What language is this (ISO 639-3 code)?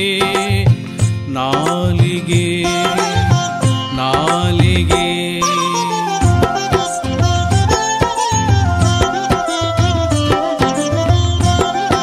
kan